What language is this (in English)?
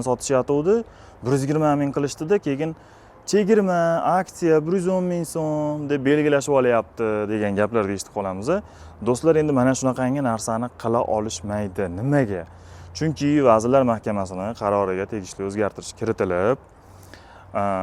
Uzbek